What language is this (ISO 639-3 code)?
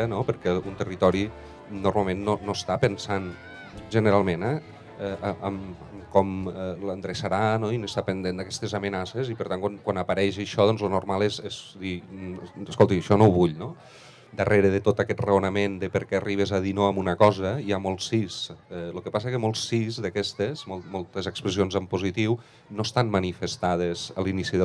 cat